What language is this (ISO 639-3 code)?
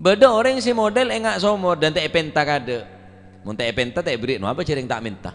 mad